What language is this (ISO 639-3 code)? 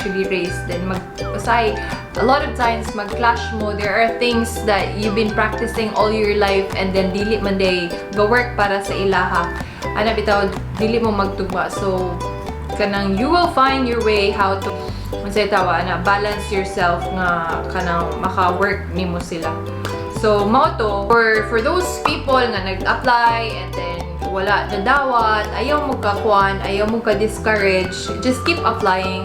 ceb